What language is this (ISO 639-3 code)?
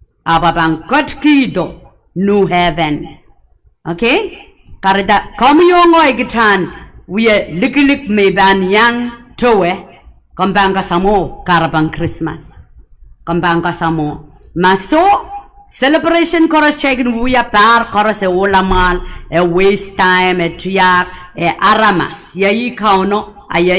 pon